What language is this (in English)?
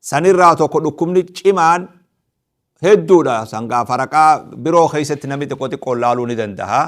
Oromo